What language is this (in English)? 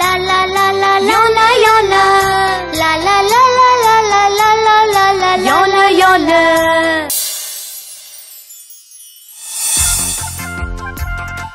Tamil